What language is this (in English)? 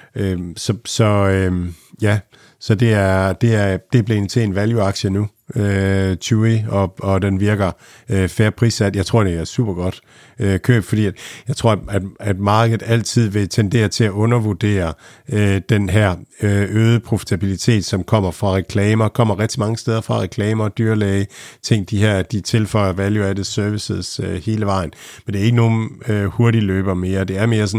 Danish